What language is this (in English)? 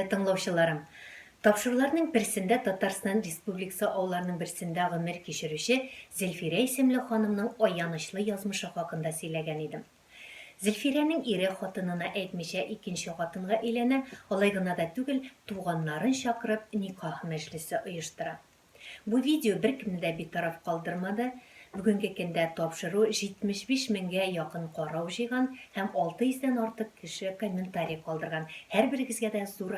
Tatar